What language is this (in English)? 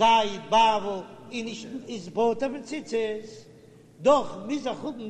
Yiddish